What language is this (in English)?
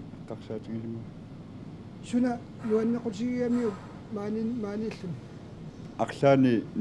Kalaallisut